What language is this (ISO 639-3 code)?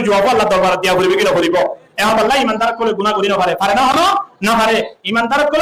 rhg